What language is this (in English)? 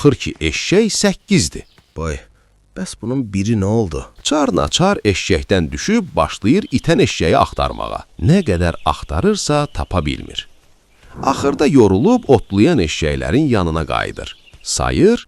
Azerbaijani